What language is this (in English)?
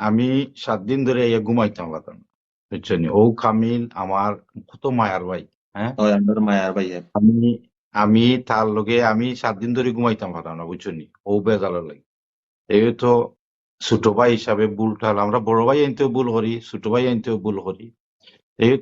Sylheti